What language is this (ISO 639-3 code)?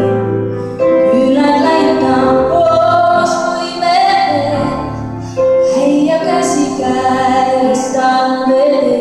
est